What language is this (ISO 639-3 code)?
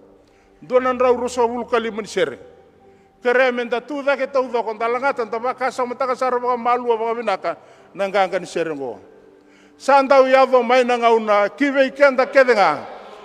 fij